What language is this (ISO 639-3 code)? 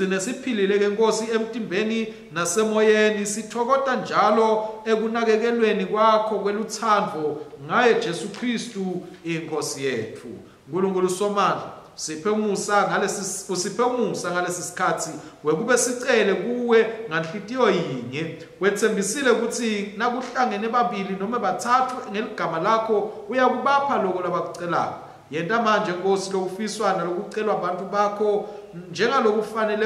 ssw